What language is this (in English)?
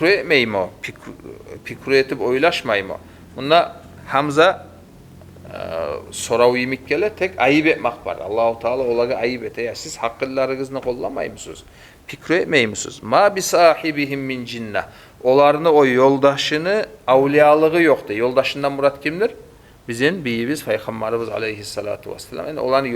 Kumyk